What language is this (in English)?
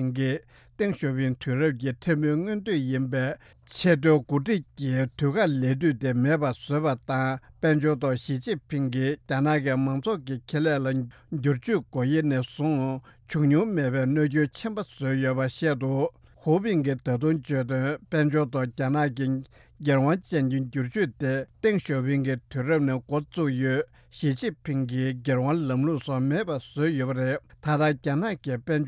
Tibetan